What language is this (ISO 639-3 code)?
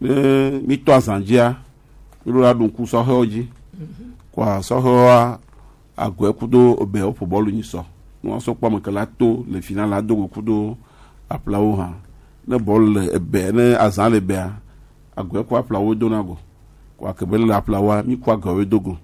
gej